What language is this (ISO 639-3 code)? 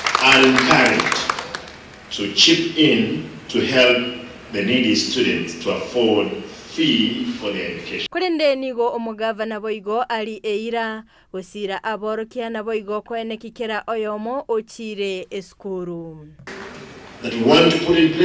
guz